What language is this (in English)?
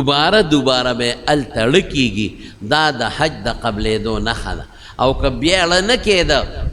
Pashto